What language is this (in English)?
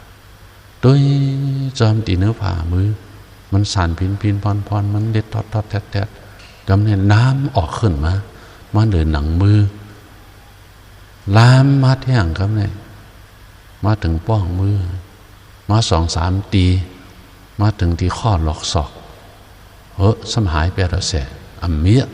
Shan